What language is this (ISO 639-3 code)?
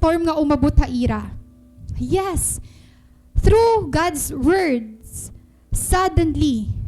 war